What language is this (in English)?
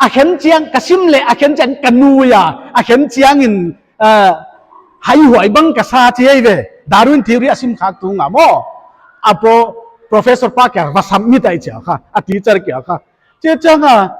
Paite Chin